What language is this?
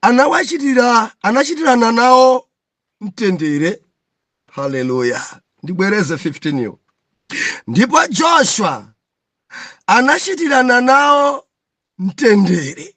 Nyanja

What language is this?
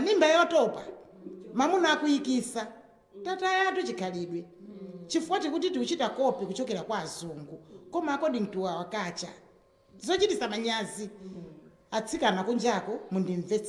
Nyanja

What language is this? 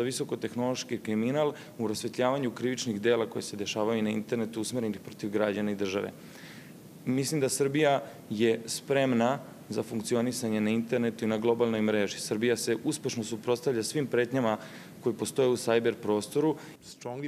Serbian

